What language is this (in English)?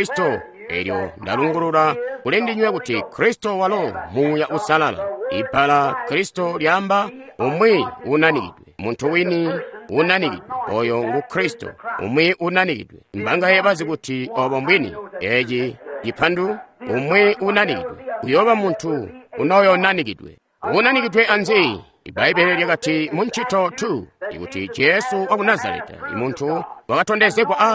Tonga (Zambia)